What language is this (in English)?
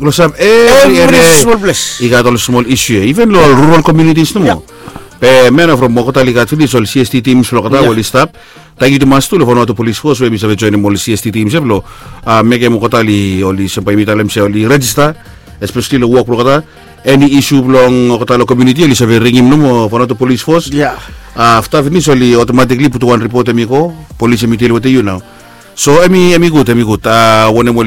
Bislama